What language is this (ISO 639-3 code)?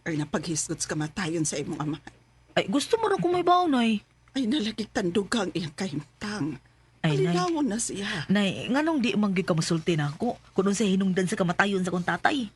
ceb